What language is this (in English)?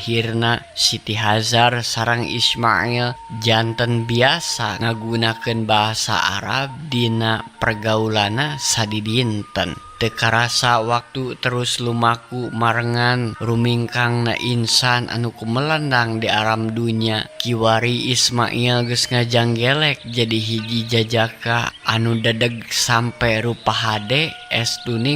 Sundanese